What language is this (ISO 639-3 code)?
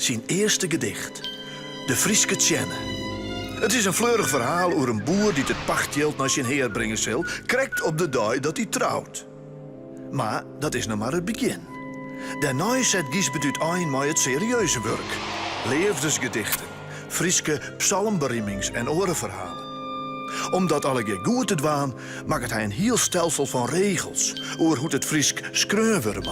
fry